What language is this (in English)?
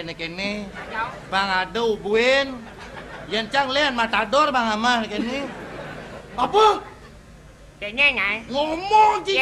Balinese